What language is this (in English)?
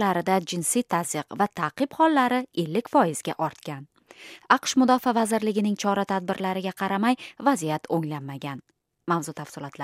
Uzbek